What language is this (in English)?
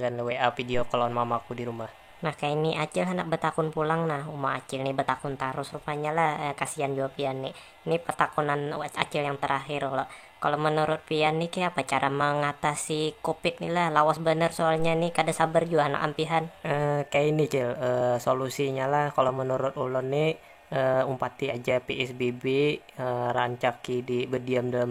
Banjar